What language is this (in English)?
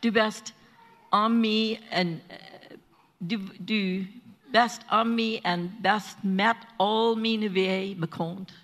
Plautdietsch